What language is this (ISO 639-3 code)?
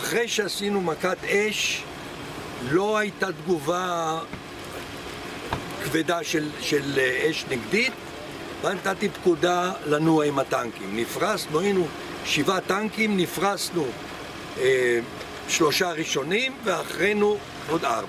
heb